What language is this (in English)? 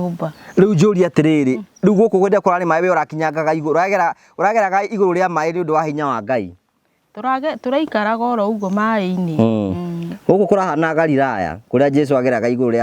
Kikuyu